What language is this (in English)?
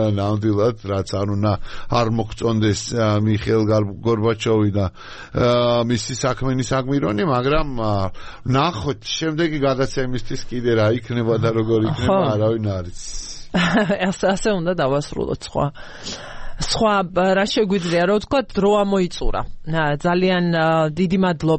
Georgian